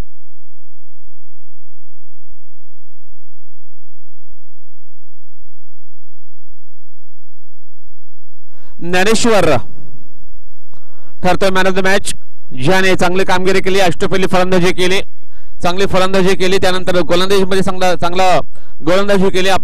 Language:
Marathi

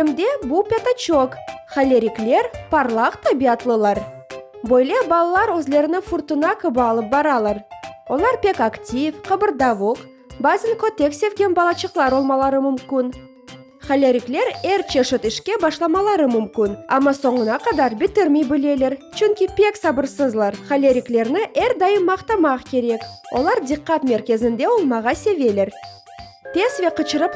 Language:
Crimean Tatar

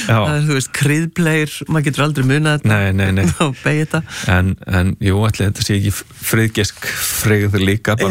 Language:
Icelandic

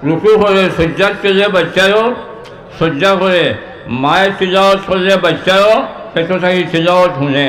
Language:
Sylheti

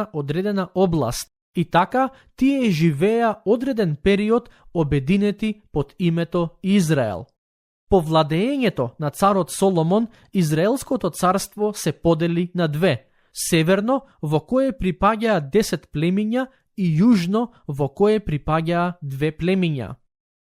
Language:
Macedonian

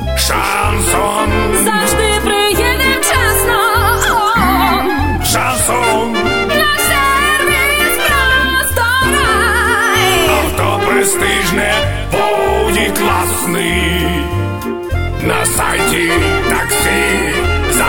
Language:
Ukrainian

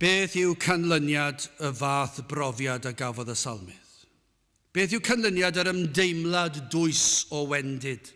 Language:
Welsh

